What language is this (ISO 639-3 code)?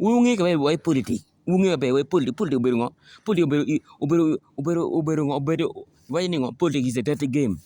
ach